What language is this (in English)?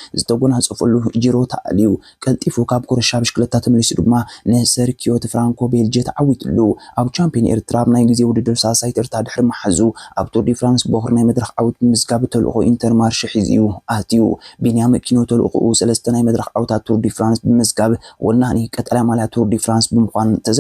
Tigrinya